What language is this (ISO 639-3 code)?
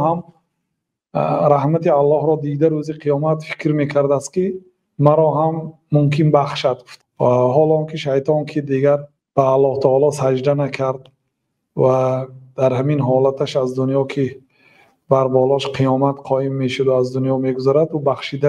tgk